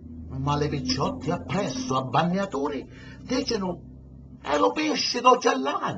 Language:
Sicilian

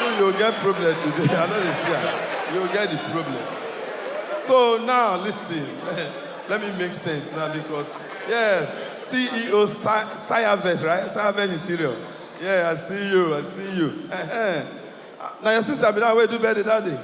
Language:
Nigerian Pidgin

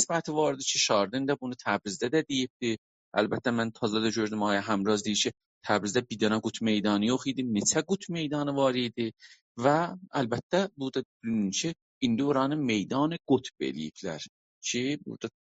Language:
South Azerbaijani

